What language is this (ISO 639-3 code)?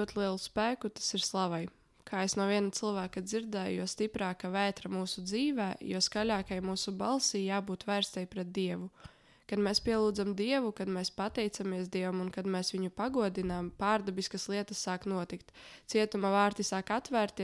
lav